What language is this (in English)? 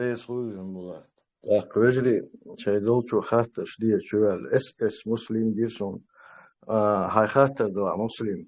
Chechen